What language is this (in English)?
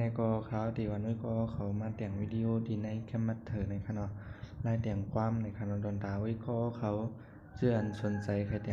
Shan